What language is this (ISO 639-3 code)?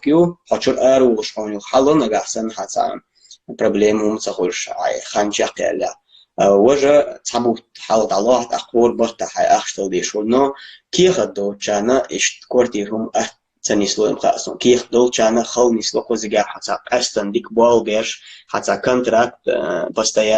che